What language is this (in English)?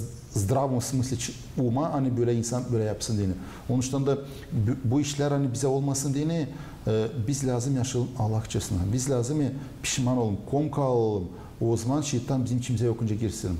Gagauz